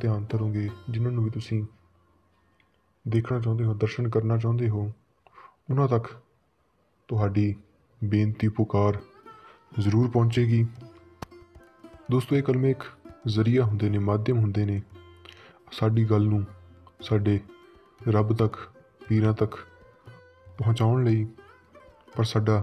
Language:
Punjabi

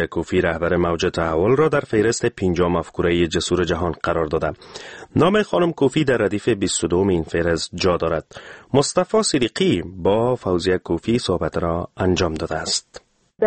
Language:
Persian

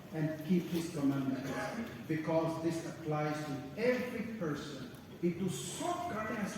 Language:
Naga Pidgin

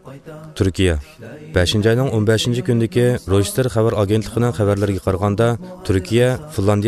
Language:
Uyghur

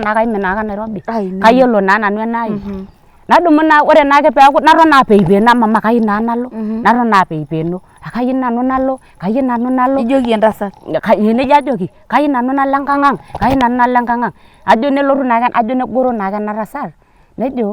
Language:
Masai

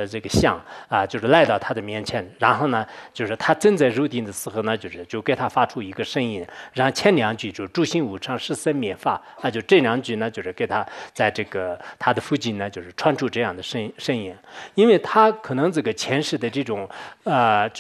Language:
Chinese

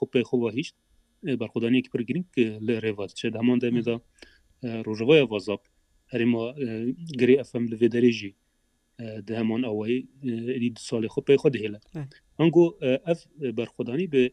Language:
Kurdish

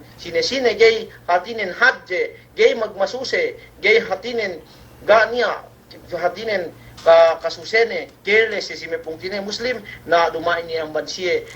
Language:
Yakan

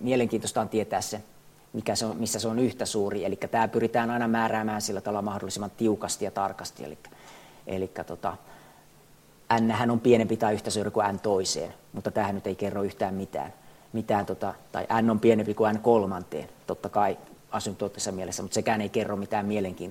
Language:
Finnish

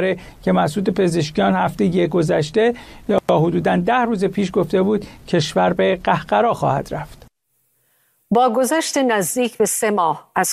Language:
Persian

